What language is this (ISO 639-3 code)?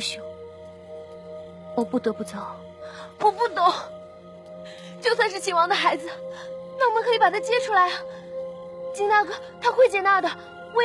zho